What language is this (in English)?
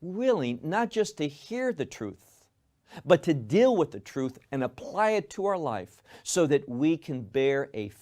English